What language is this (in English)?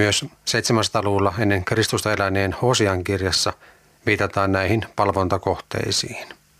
Finnish